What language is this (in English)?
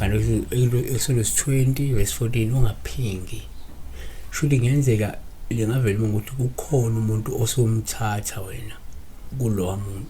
Zulu